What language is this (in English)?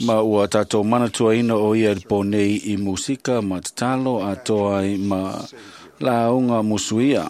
Samoan